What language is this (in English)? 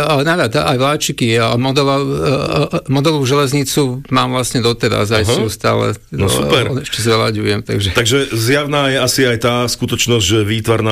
Slovak